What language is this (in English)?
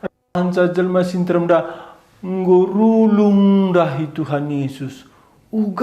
Batak Karo